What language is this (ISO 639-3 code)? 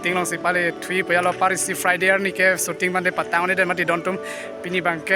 mjw